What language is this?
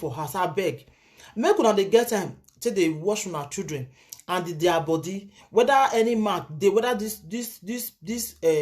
Nigerian Pidgin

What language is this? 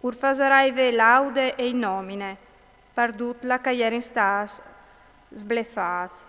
Friulian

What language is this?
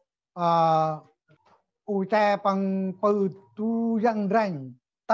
Central Mnong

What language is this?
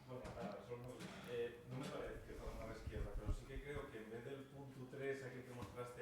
Asturian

